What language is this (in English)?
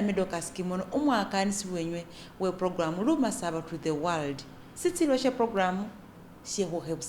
Masaaba